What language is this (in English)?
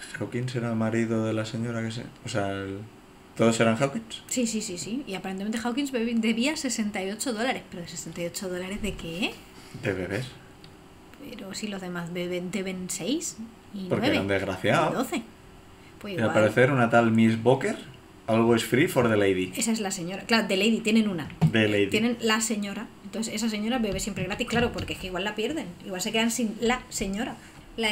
Spanish